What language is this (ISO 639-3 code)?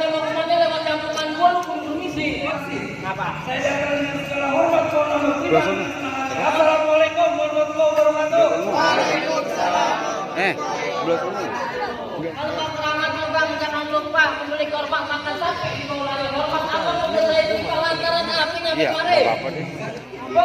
bew